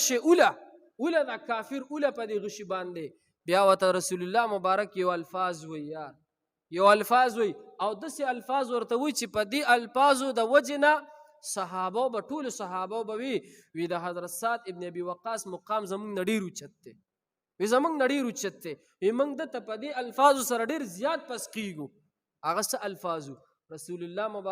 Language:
Pashto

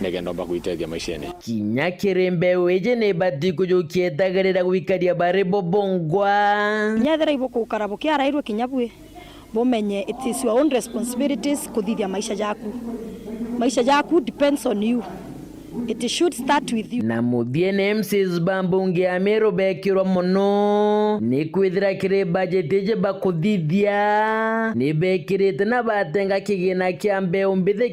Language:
Meru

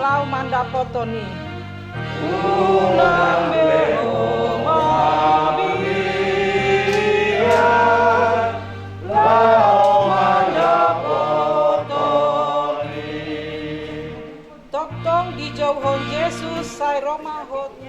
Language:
Batak Toba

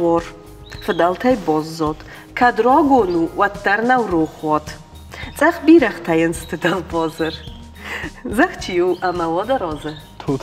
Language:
Ossetic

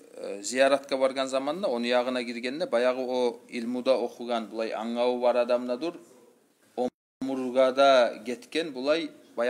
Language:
Kumyk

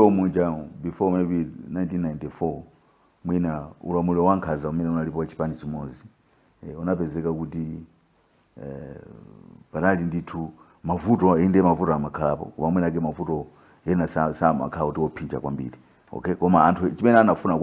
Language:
Nyanja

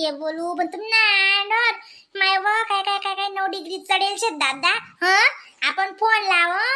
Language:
Khandesi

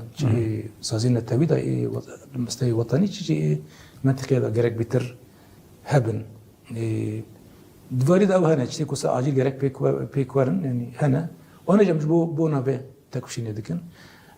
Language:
Kurdish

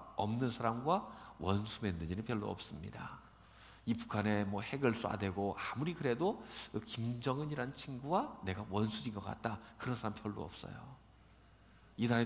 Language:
Korean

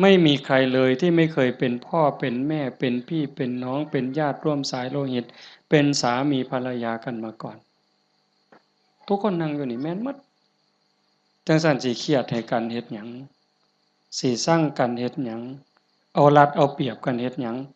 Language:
Lao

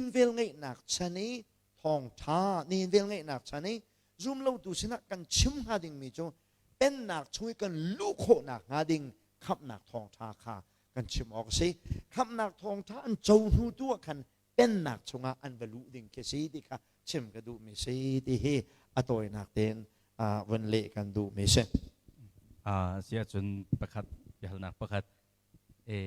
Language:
Hakha Chin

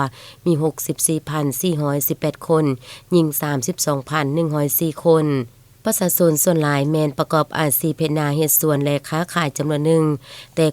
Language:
Lao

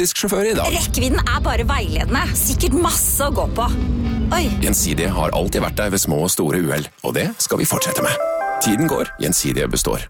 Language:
Norwegian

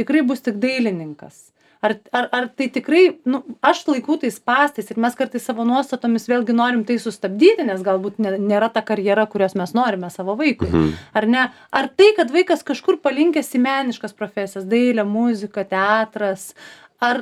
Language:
Lithuanian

